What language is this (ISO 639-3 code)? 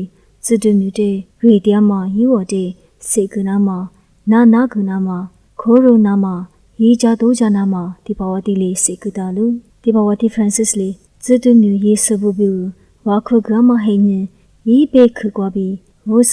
lis